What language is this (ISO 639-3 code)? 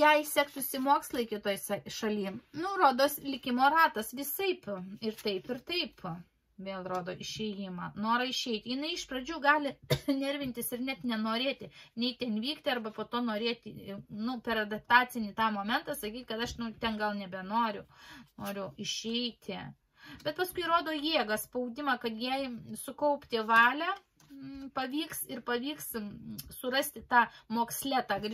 lit